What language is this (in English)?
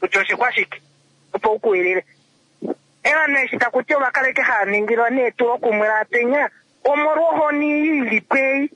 Kuanyama